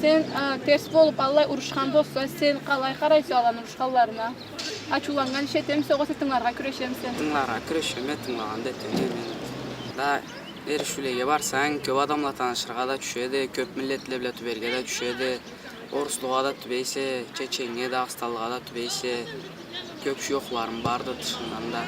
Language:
Karachay-Balkar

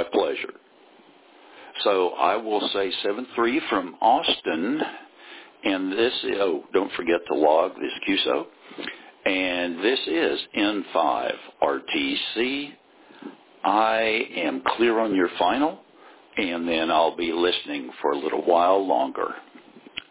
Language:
English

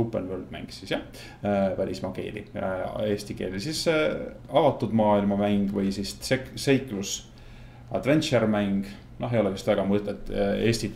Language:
Estonian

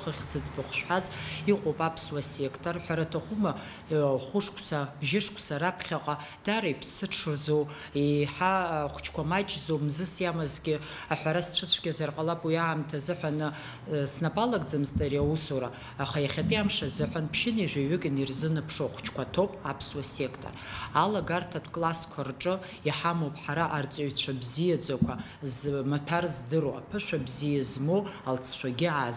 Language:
Abkhazian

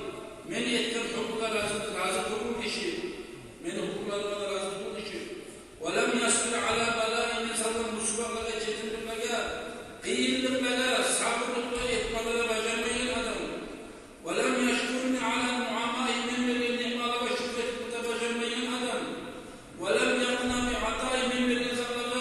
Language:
Kumyk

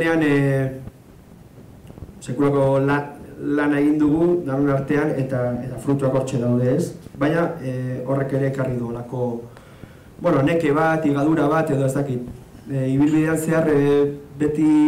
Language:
Basque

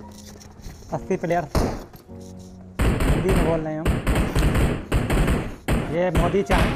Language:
Hindi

